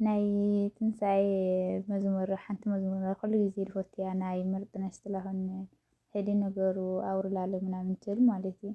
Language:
Tigrinya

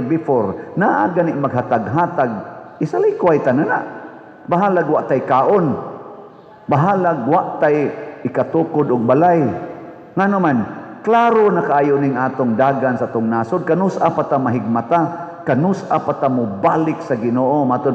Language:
Cebuano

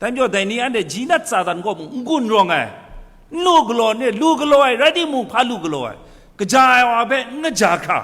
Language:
Kachin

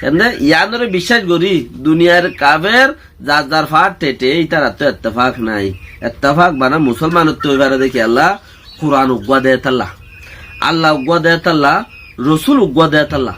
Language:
Rohingya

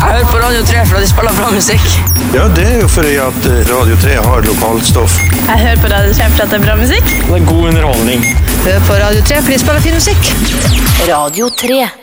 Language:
Norwegian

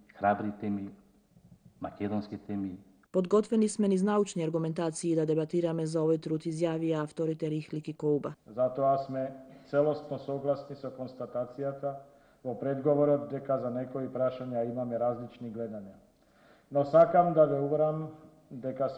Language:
Macedonian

